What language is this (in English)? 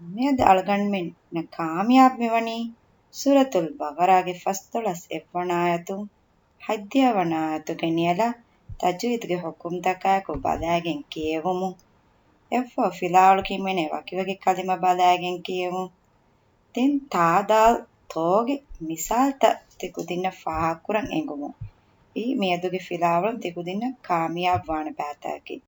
Divehi